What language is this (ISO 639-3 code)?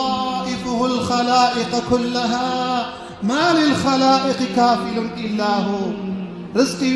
kur